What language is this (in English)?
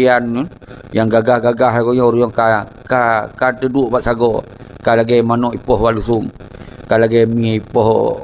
Achinese